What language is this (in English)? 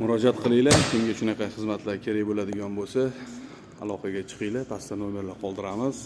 Uzbek